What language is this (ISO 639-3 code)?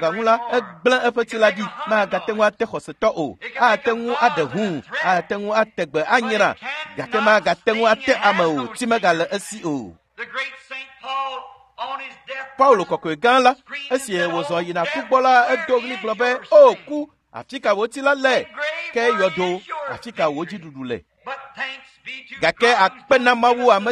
ewe